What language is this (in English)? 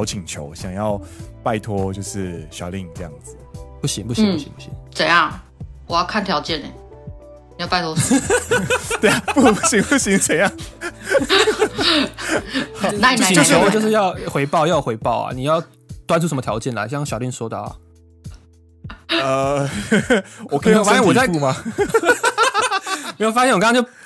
Chinese